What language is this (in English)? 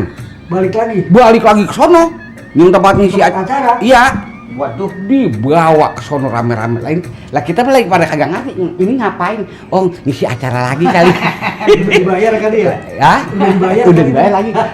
Betawi